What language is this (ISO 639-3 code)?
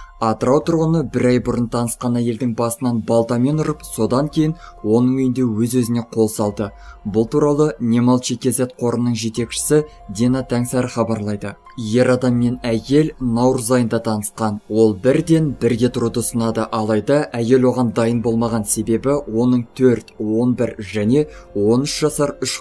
kaz